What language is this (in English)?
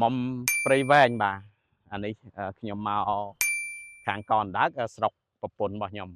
Khmer